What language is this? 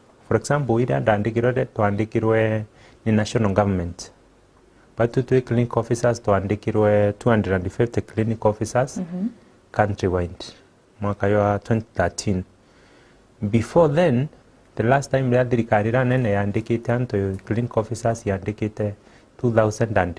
Meru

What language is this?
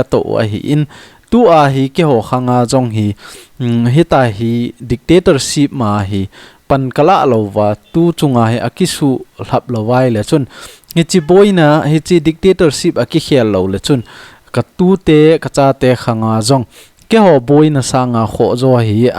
Thado Chin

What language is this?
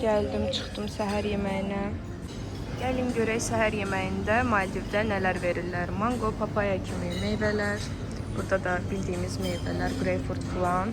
Azerbaijani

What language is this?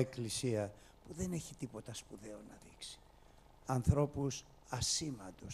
Greek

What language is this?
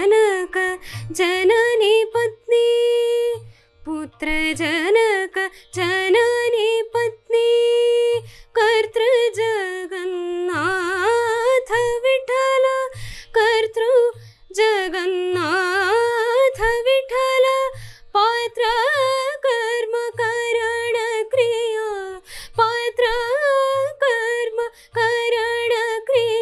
Kannada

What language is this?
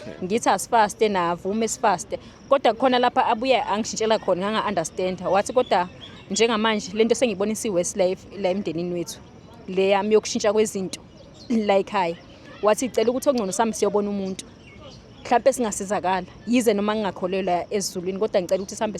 Zulu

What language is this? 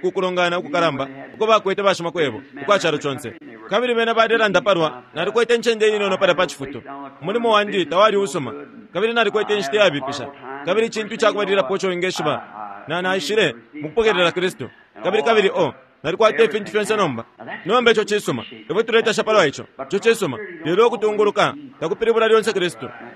Bemba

